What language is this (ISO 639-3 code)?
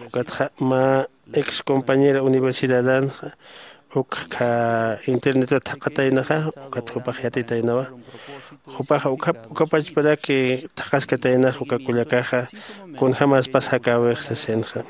aym